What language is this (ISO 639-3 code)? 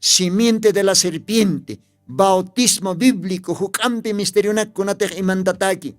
aym